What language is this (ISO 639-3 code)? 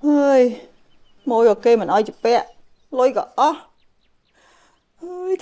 khm